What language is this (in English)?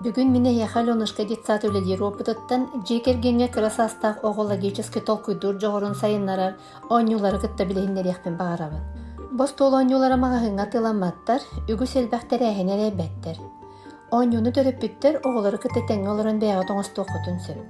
Yakut